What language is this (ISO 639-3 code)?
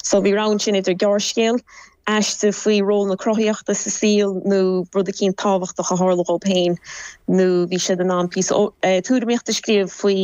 gle